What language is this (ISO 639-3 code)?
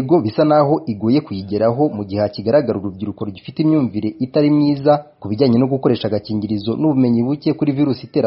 kin